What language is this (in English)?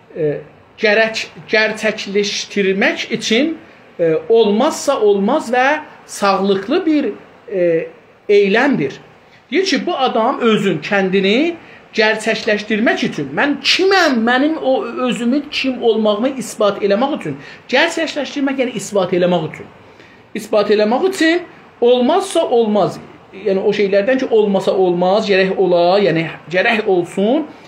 South Azerbaijani